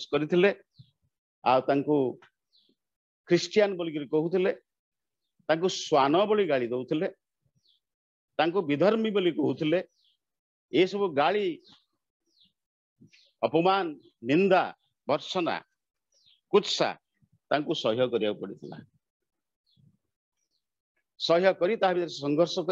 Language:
Odia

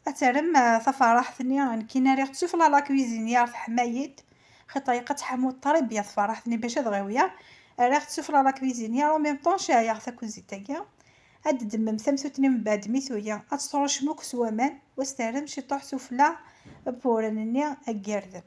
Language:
Kabyle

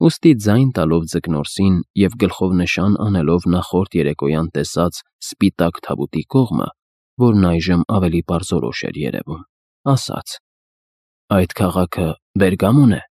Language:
Armenian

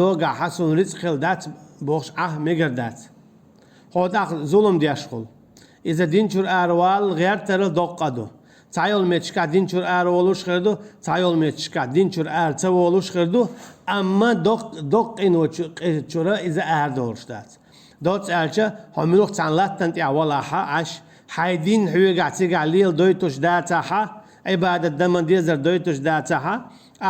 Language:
Chechen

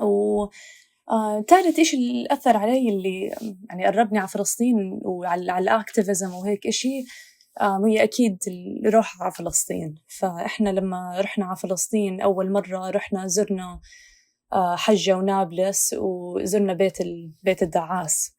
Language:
North Levantine Arabic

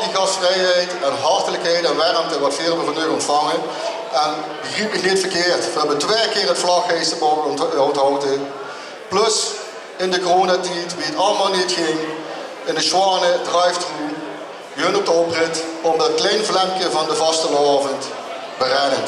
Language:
Limburgish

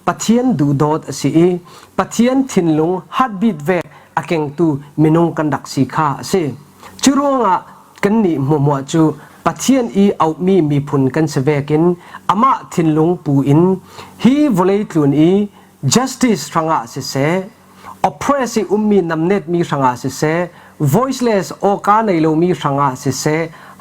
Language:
Falam Chin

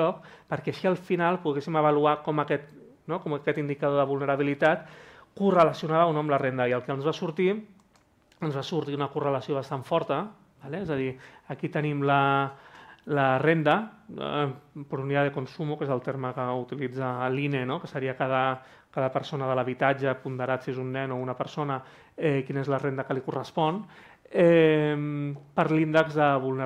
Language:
Catalan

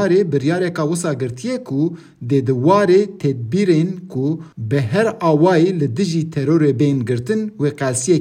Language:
Kurdish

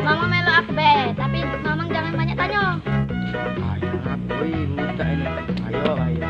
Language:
Musi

